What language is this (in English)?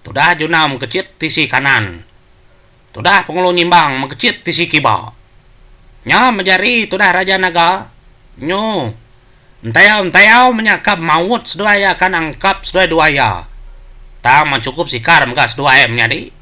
Iban